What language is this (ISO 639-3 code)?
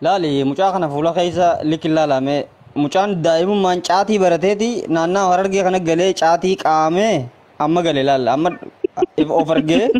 orm